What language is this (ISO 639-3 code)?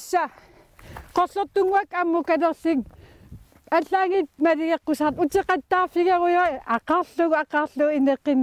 kal